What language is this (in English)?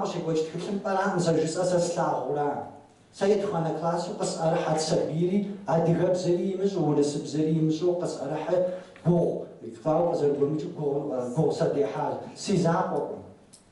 Kabardian